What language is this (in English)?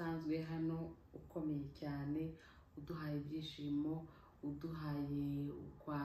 Kinyarwanda